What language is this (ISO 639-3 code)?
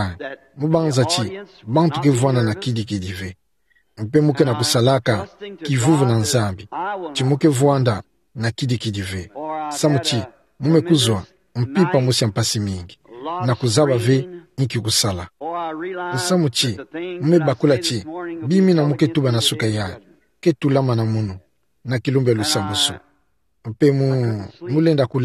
ktu